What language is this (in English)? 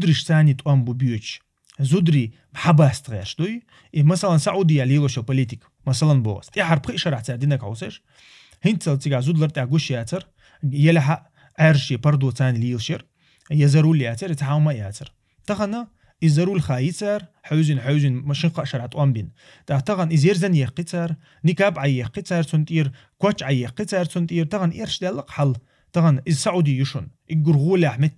Chechen